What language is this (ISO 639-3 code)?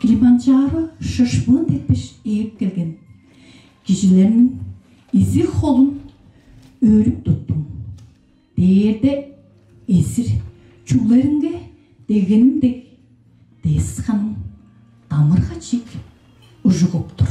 tyv